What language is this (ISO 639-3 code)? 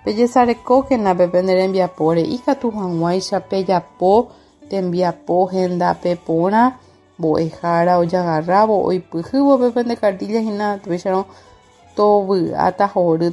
grn